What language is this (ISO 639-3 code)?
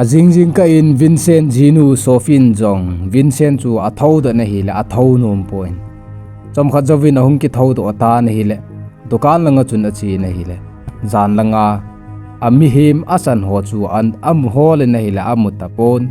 tcz